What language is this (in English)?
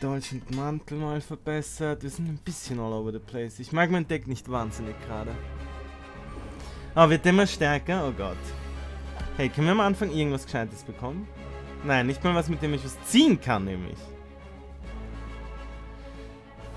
German